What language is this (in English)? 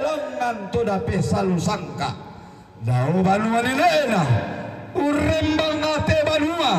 Toraja-Sa'dan